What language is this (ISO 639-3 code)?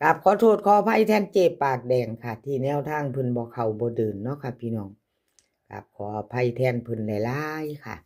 lao